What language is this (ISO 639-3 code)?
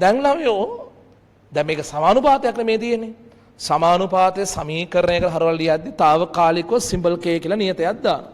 sin